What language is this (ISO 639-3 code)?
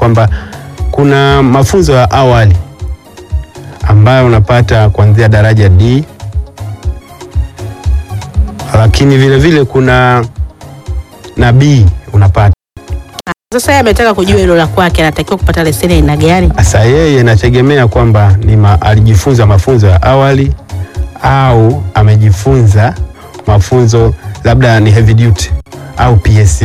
swa